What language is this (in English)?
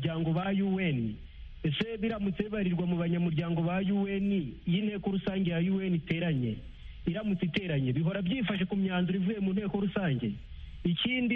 Kinyarwanda